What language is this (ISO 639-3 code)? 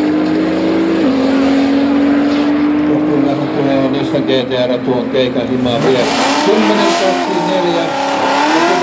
fin